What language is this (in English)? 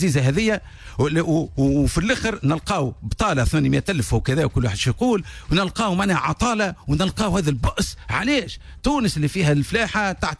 Tunisian Arabic